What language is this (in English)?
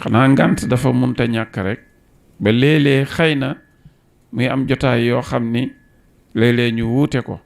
Wolof